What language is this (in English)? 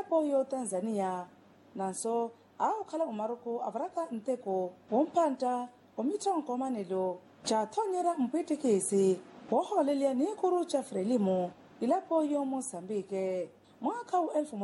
Makhuwa